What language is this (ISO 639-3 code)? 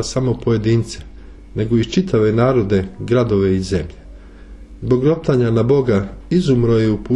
srp